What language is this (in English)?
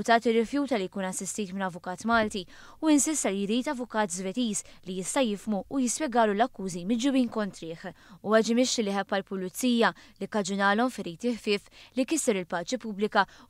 Maltese